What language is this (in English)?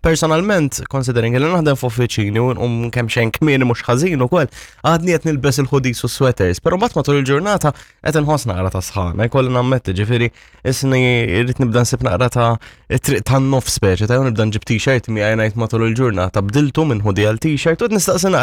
Maltese